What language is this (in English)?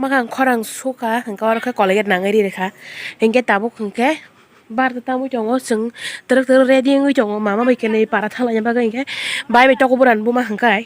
Kok Borok